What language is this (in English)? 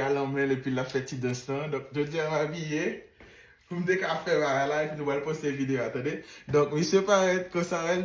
Haitian Creole